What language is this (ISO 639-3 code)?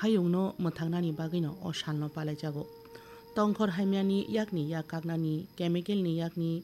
trp